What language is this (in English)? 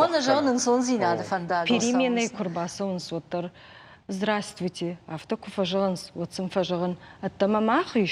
Ossetic